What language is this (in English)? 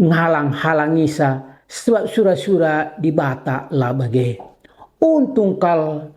Batak Karo